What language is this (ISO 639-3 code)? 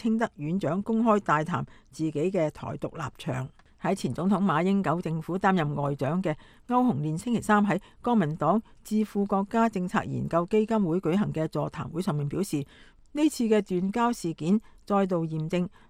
yue